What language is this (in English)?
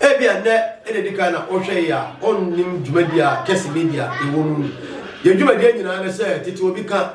Akan